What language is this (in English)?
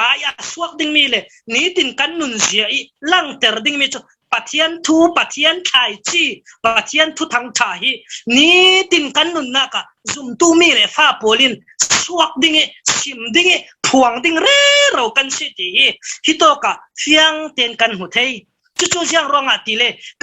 Falam Chin